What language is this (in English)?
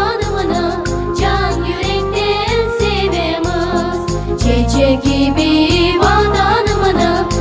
Crimean Tatar